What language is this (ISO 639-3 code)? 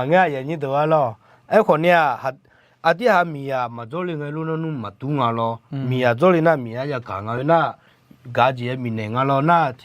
ahk